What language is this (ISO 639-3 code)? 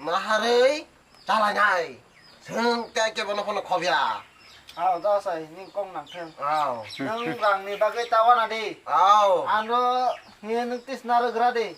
trp